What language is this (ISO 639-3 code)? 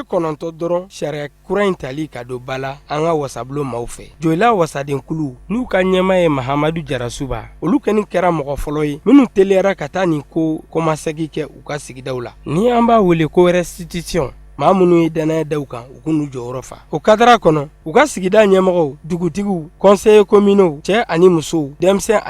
bam